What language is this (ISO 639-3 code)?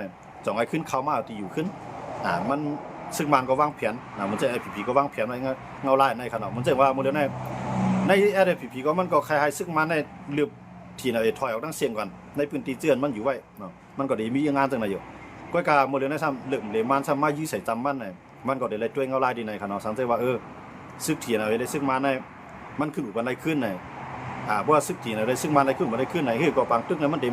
shn